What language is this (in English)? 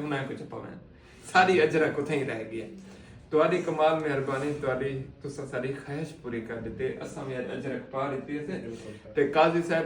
Saraiki